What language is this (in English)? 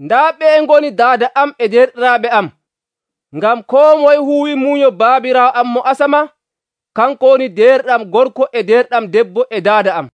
Nigerian Fulfulde